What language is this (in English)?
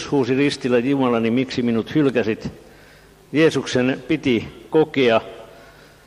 Finnish